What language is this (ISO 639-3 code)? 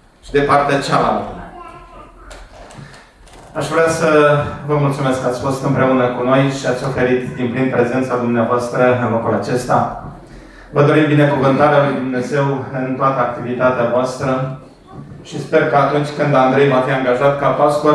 ron